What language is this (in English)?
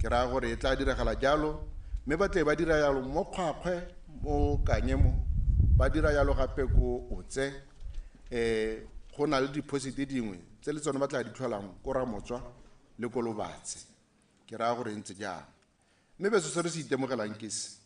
Tswana